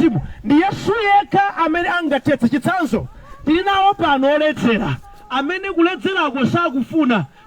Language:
Nyanja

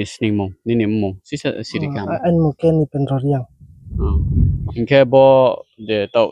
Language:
Riang (India)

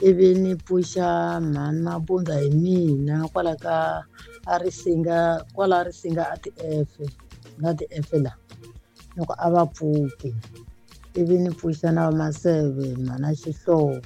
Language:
Tsonga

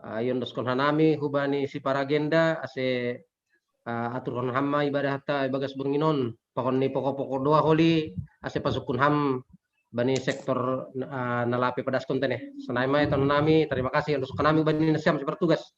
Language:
Batak Simalungun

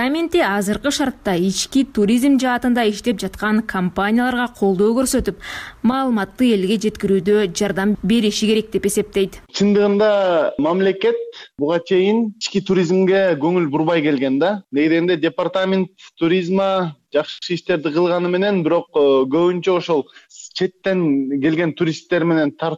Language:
Kyrgyz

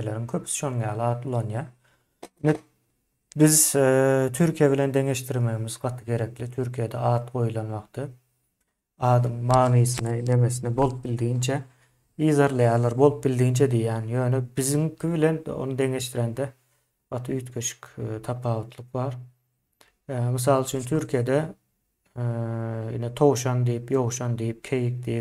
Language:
Turkmen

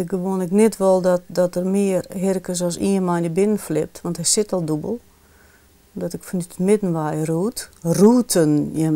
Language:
Western Frisian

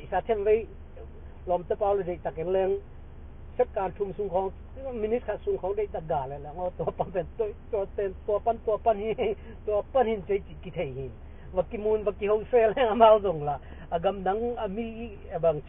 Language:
Tedim Chin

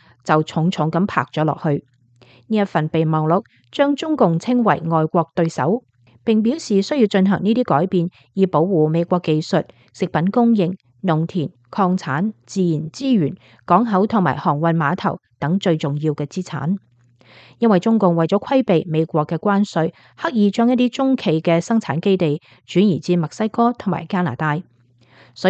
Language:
Cantonese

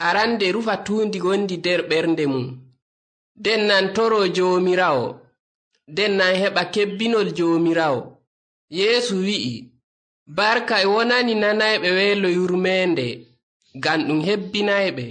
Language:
Nigerian Fulfulde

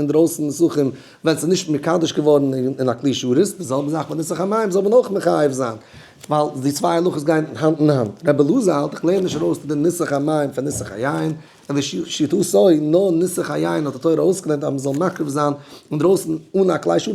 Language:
Yiddish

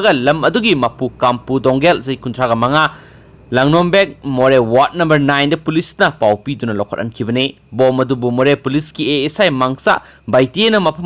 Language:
Manipuri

